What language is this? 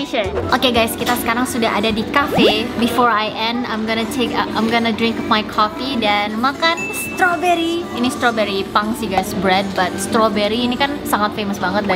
Indonesian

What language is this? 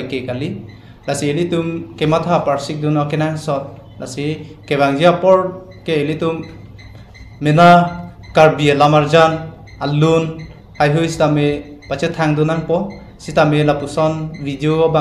Karbi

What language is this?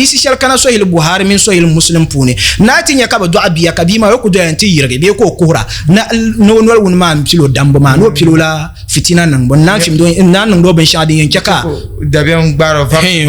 Dagbani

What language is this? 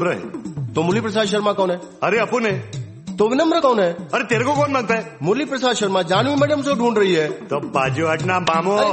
Hindi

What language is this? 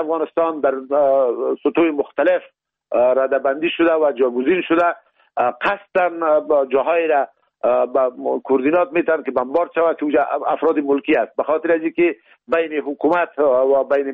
Persian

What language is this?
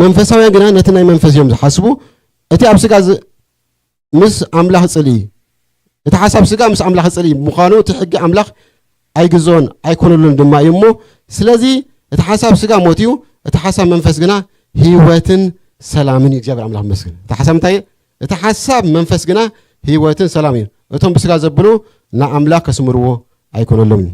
Tigrinya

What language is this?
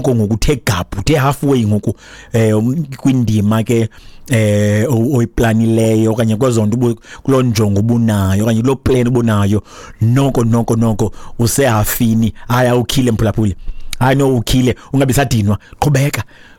Xhosa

